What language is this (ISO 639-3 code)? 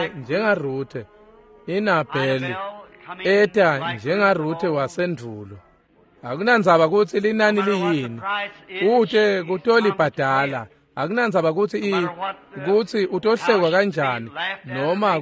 ssw